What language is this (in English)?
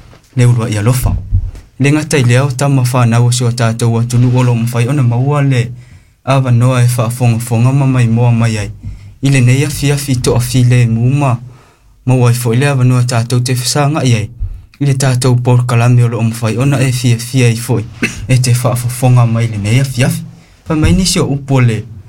Samoan